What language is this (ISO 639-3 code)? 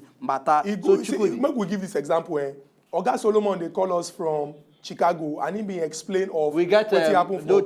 pcm